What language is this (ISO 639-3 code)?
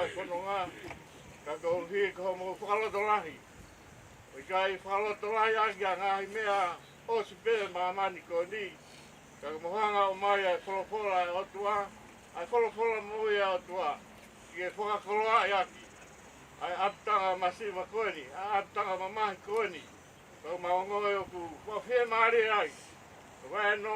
ton